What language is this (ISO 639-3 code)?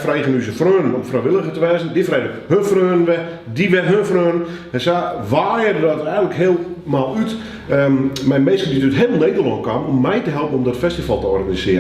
fry